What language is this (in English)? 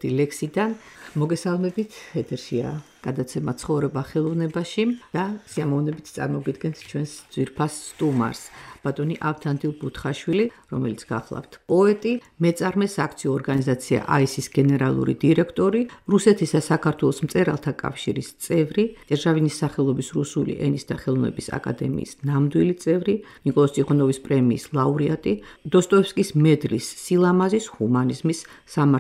Georgian